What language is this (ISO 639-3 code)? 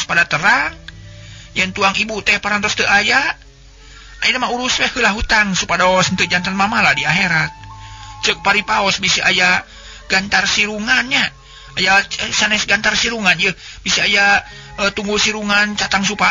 sun